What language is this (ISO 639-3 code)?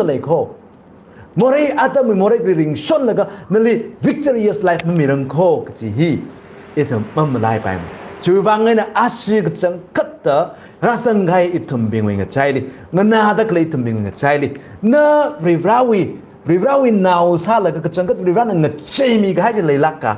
nmf